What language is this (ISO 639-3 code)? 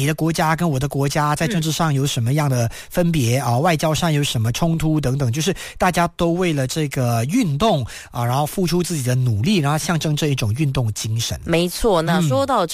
zho